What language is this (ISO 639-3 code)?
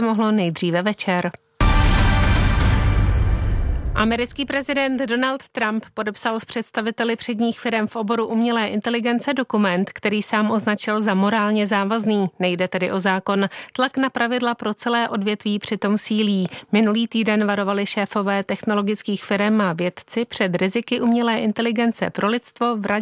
ces